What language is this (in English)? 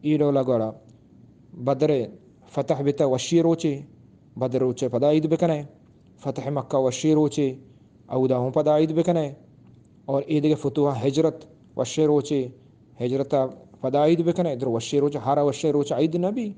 Eastern Balochi